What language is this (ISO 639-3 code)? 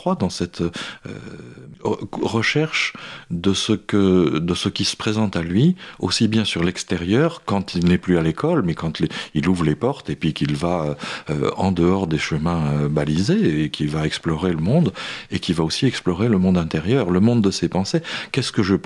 fra